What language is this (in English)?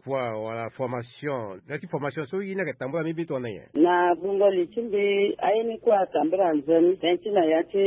Sango